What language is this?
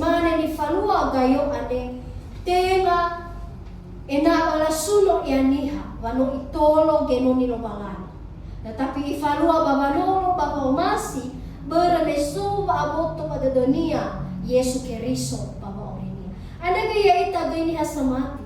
Nias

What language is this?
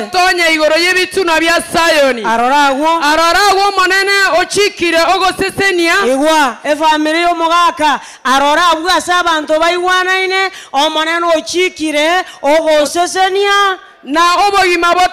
Gusii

